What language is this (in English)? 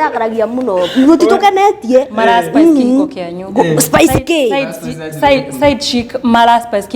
Kikuyu